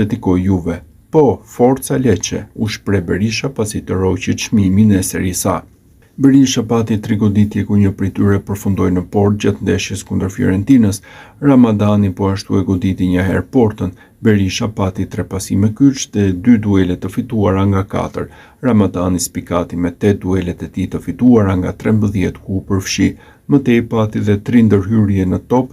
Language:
Albanian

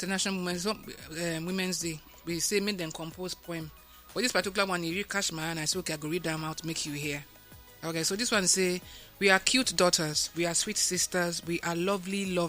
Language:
Nigerian Pidgin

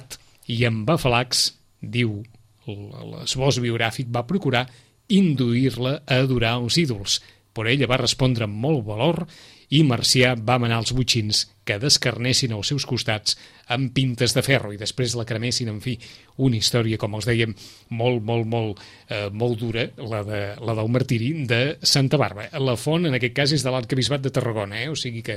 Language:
Catalan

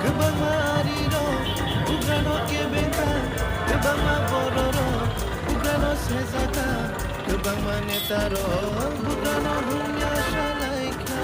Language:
Kok Borok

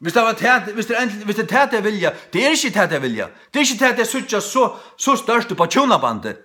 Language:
Faroese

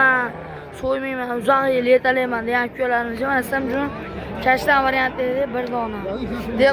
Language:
Uzbek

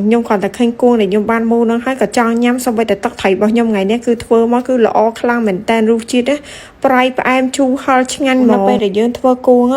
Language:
Khmer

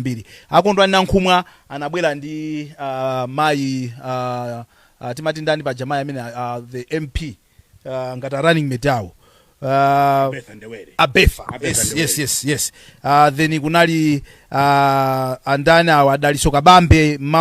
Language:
Nyanja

